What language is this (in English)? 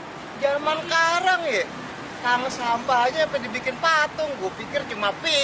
Betawi